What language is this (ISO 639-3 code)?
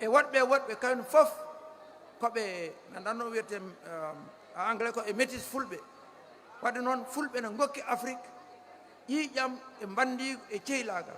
ful